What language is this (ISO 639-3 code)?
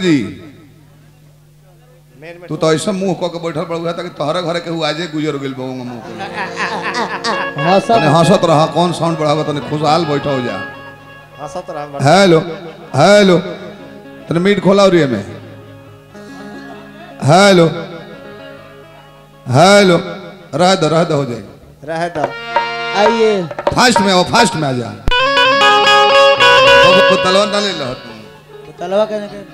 bho